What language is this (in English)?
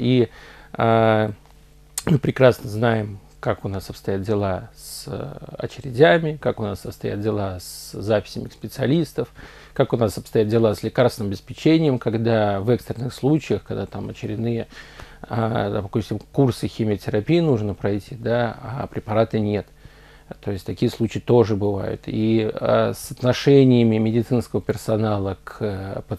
Russian